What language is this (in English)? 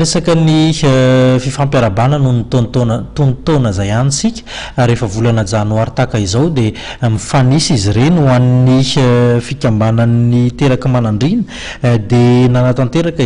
Malagasy